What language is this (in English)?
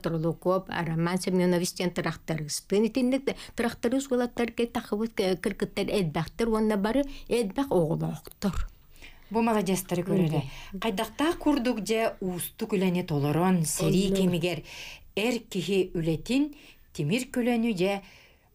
Yakut